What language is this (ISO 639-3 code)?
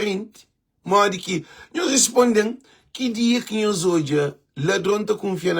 kea